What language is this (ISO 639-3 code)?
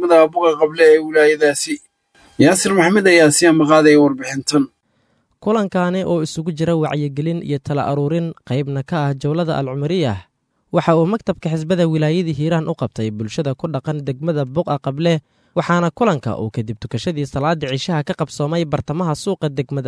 som